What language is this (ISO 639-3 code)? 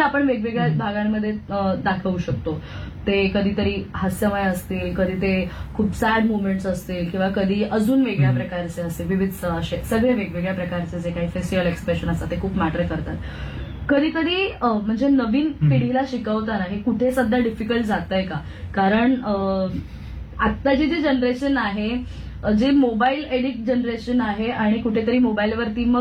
mar